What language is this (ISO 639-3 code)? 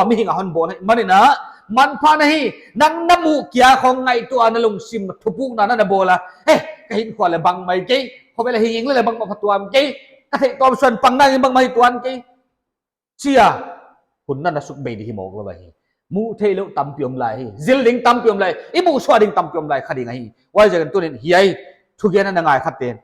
pck